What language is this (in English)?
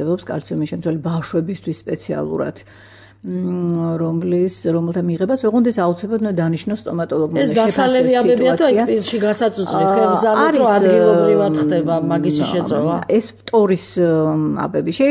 Georgian